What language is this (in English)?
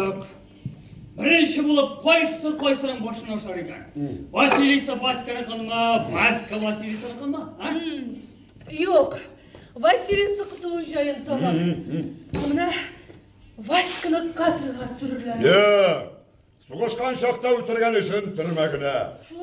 Tatar